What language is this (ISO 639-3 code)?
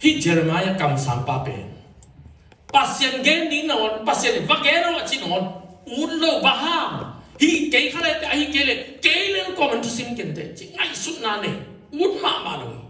ctd